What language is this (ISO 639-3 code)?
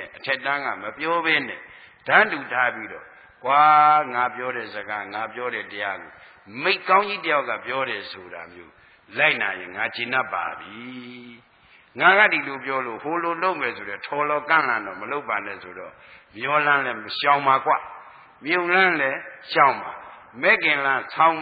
mya